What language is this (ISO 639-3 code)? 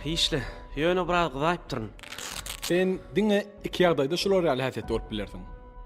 tuk